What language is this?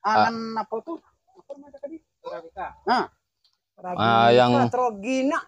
Minangkabau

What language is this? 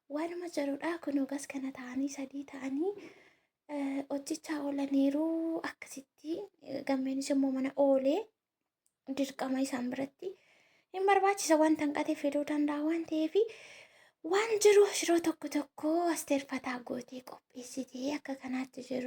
Oromo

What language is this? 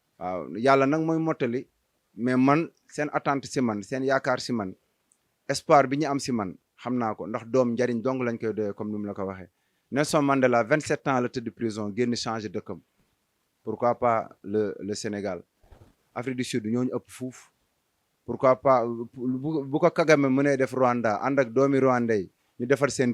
Wolof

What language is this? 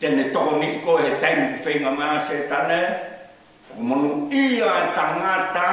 Tongan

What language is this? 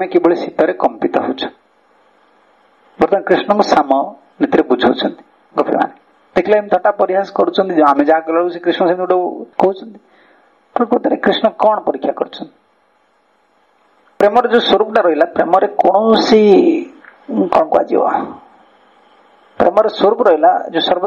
Odia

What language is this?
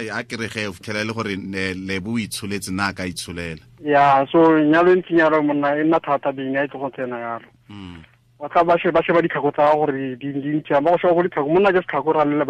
Tswana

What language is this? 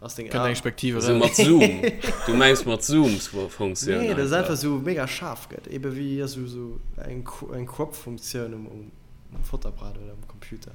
Luxembourgish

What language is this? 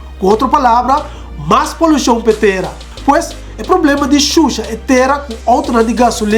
Papiamento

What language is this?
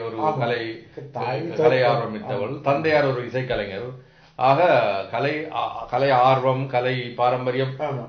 Tamil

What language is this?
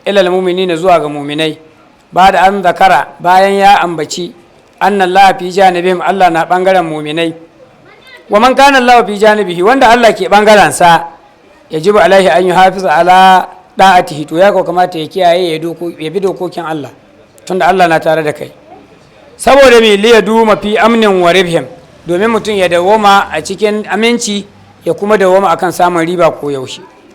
Hausa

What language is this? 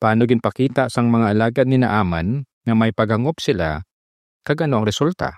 Hiligaynon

